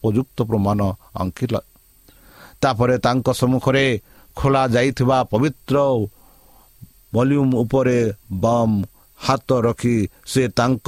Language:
Odia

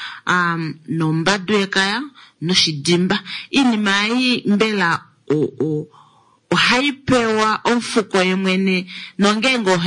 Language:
Kuanyama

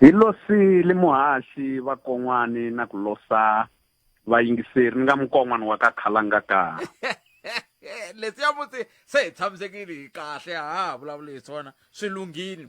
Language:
Tsonga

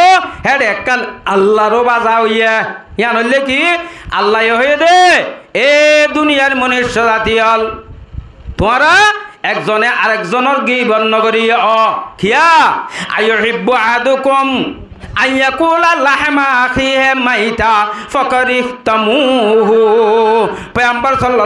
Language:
Rohingya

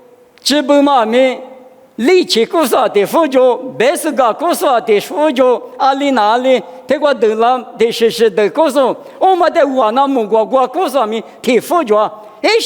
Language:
Lisu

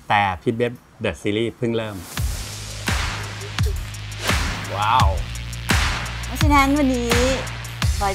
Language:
Thai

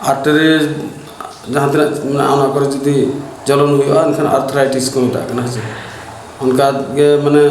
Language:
Santali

